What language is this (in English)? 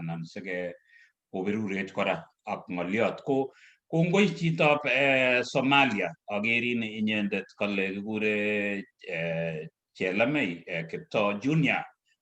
Kalenjin